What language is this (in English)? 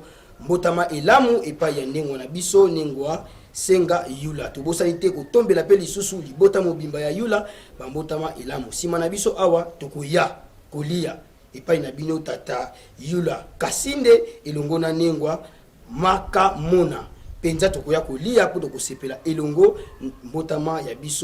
Lingala